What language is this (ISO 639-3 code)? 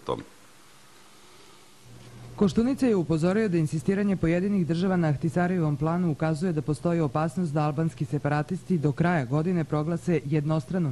srp